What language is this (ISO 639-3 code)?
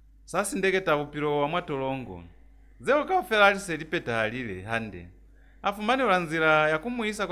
loz